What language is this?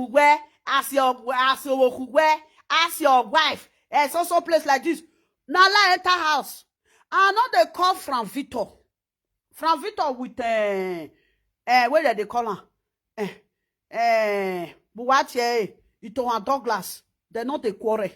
Nigerian Pidgin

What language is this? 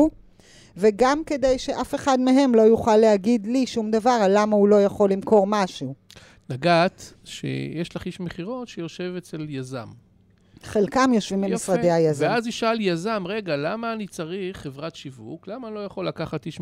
Hebrew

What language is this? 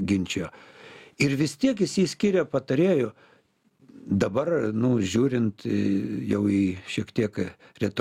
Lithuanian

